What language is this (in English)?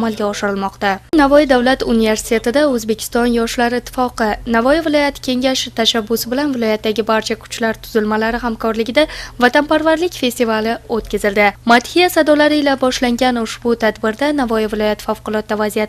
Uzbek